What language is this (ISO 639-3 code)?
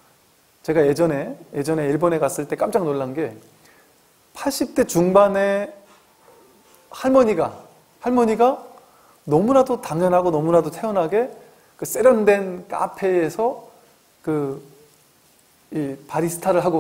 kor